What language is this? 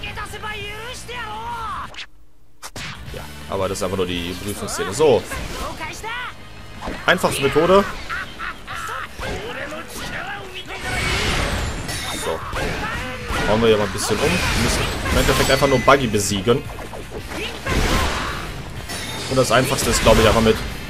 German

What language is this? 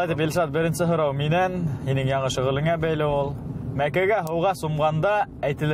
Bashkir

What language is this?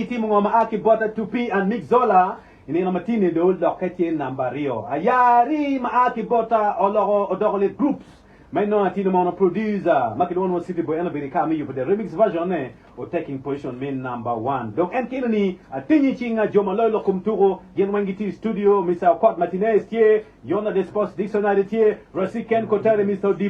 Acoli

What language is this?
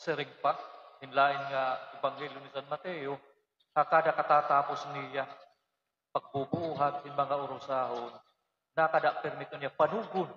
Waray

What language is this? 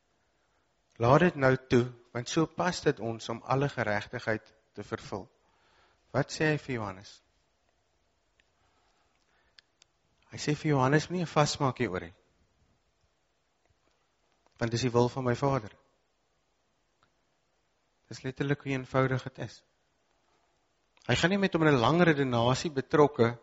Afrikaans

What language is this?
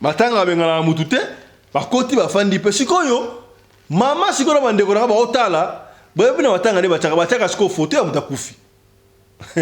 Lingala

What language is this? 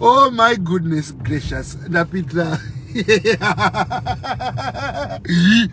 Nyanja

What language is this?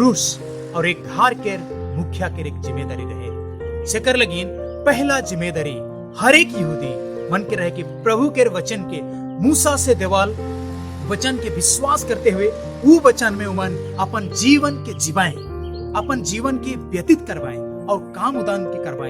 Sadri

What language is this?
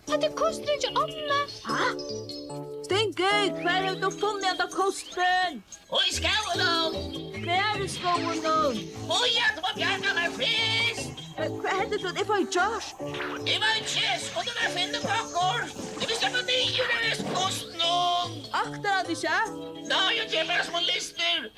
Faroese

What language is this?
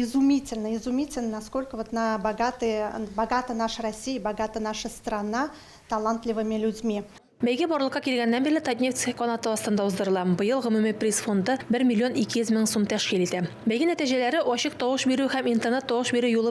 Tatar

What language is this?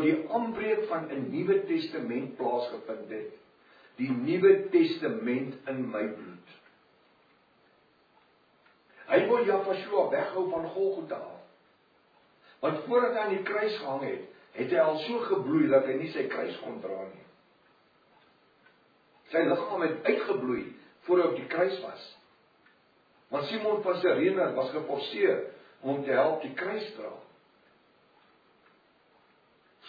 Afrikaans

